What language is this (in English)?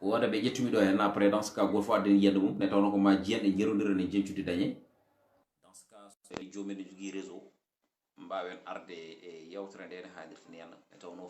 Fula